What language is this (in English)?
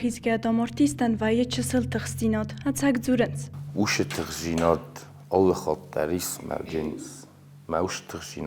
Ossetic